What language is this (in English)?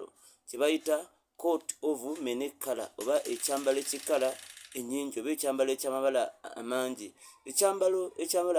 Ganda